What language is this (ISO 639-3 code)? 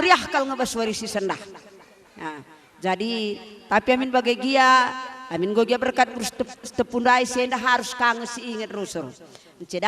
btx